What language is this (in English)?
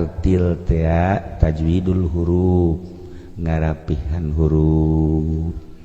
Sundanese